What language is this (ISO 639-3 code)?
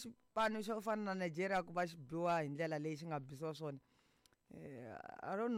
tso